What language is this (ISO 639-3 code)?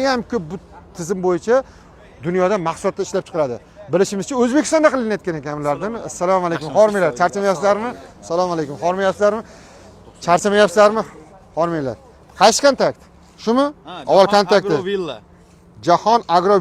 uzb